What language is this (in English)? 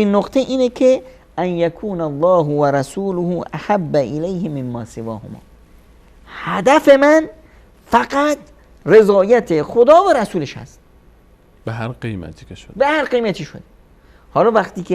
Persian